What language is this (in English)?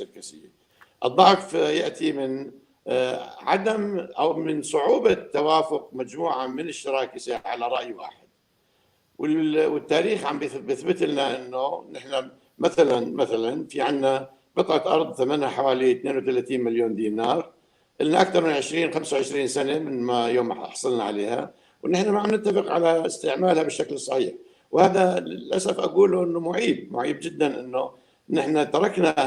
North Levantine Arabic